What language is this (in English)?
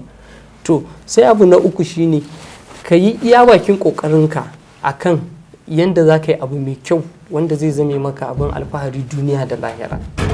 Hausa